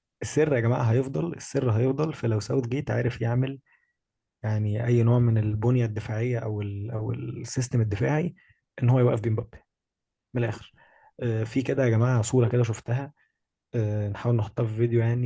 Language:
Egyptian Arabic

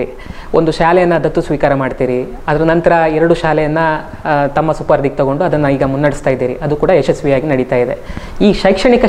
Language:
Kannada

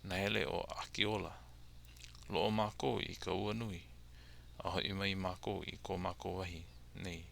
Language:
Hawaiian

